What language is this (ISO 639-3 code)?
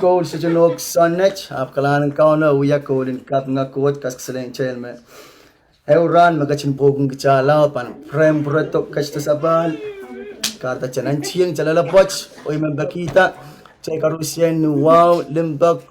pon